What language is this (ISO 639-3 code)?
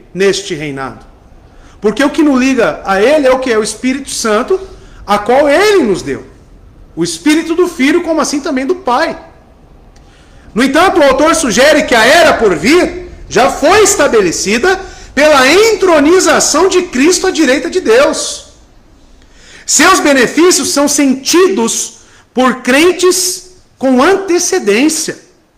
por